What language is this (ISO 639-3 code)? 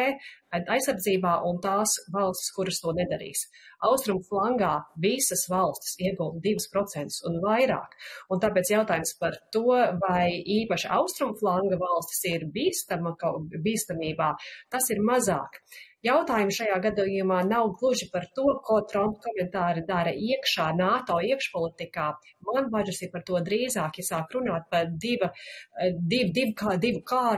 lav